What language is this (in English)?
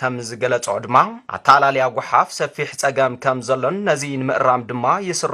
Tigrinya